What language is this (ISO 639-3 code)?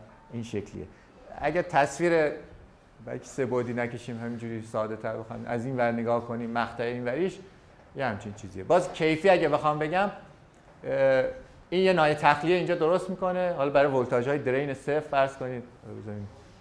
fas